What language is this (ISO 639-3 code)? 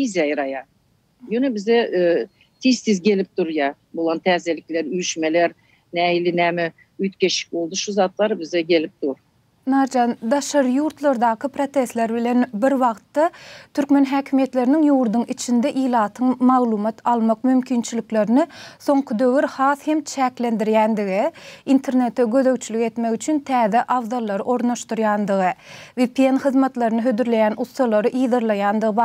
tuk